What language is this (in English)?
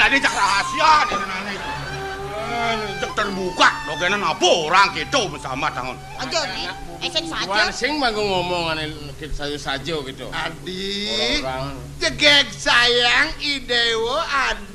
Balinese